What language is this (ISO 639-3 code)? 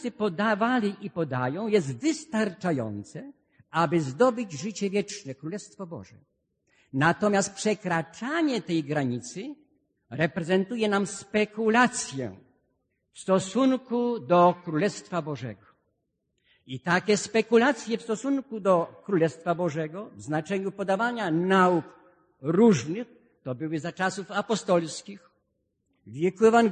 pol